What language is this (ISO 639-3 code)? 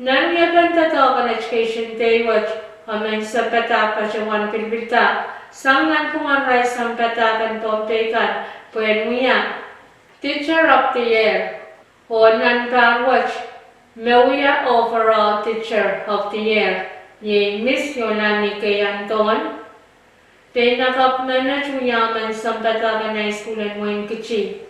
pon